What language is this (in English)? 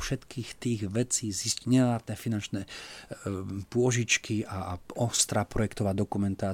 Slovak